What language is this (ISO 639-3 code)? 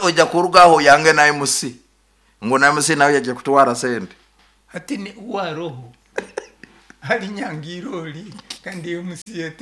nyo